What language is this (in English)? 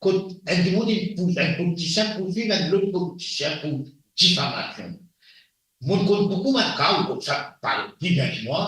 Morisyen